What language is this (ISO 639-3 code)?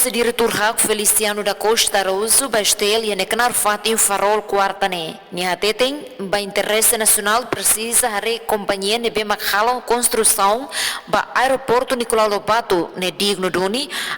tet